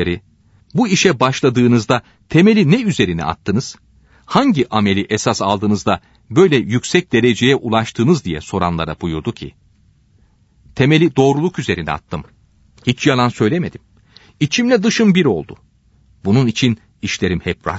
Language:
Turkish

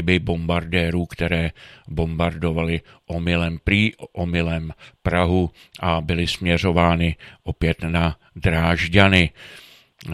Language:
Czech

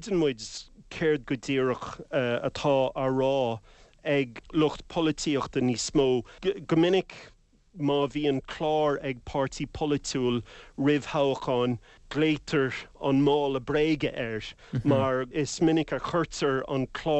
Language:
Irish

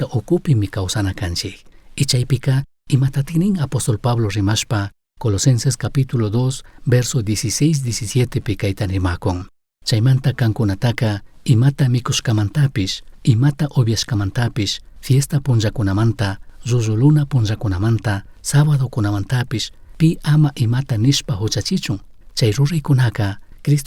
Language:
Chimborazo Highland Quichua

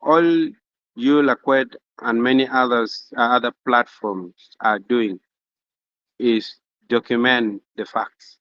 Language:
Acoli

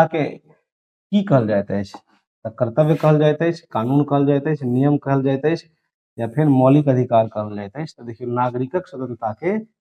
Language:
Maithili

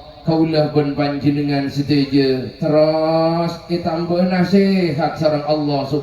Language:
Madurese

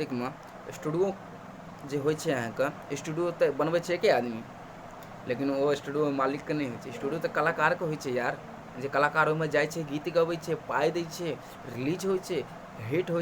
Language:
Maithili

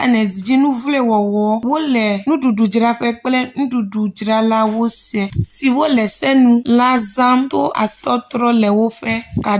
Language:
Ewe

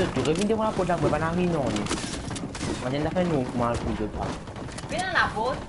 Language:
Morisyen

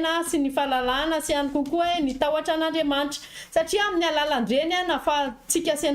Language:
Malagasy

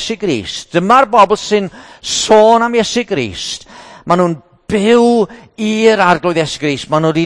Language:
Welsh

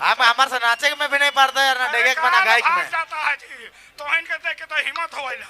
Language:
Sadri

